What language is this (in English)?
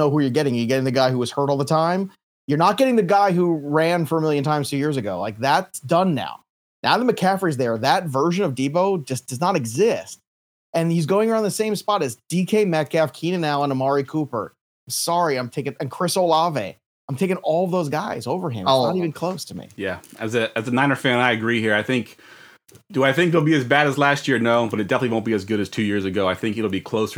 English